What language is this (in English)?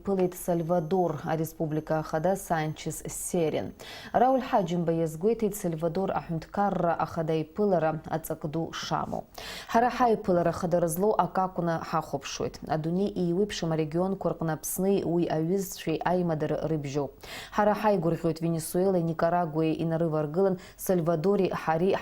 Abkhazian